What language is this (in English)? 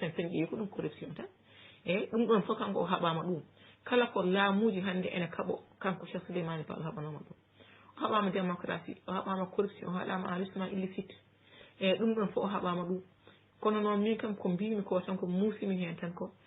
Fula